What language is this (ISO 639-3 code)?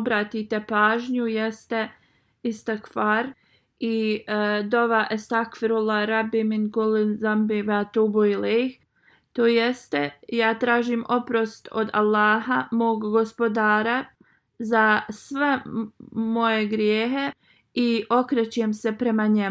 bos